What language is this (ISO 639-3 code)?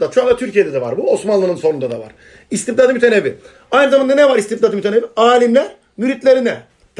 tur